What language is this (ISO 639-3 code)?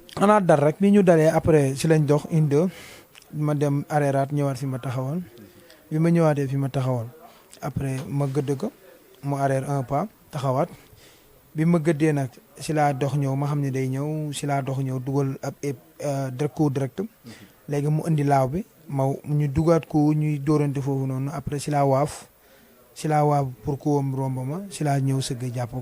wol